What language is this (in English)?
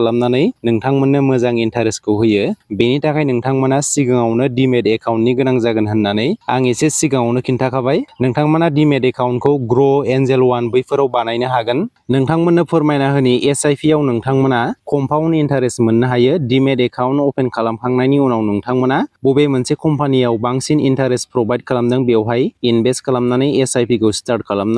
Bodo